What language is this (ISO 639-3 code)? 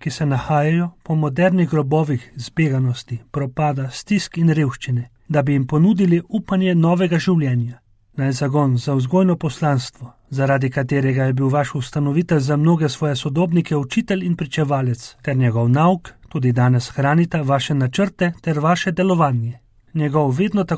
slv